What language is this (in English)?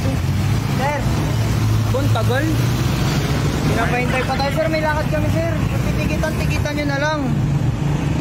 Filipino